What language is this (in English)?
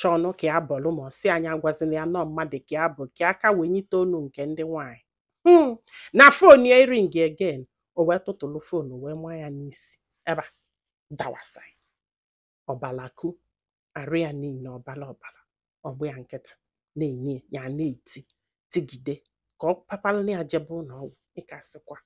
Igbo